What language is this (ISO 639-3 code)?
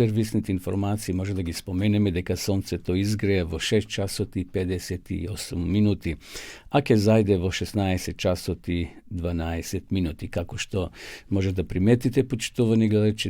mkd